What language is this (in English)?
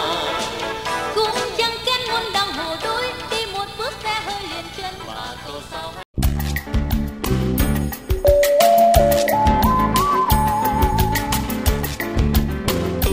Vietnamese